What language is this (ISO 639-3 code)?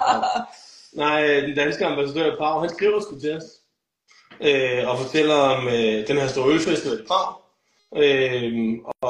dan